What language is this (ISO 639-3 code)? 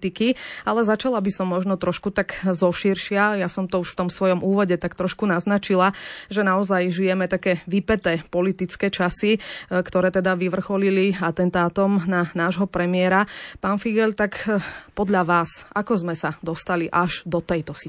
slk